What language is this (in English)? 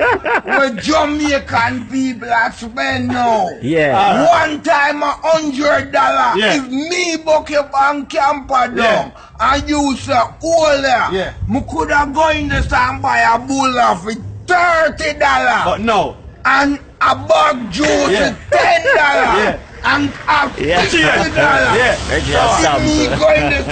Jamaican Creole English